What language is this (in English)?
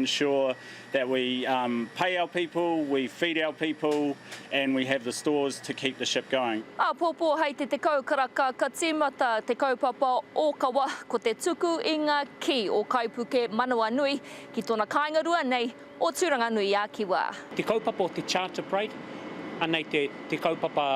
Māori